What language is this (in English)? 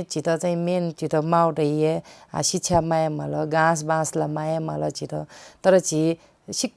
Newari